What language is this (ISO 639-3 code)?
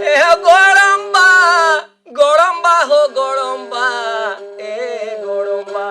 sat